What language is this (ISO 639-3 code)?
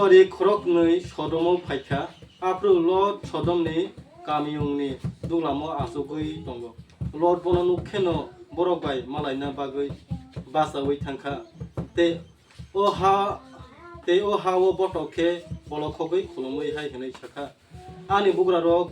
trp